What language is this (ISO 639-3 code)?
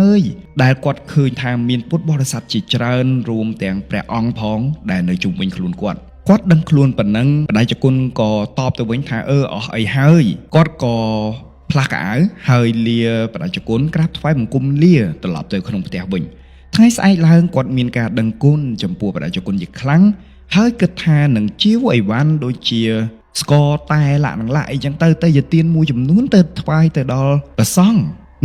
khm